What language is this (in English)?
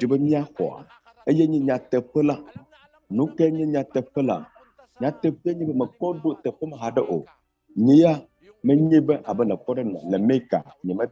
Ewe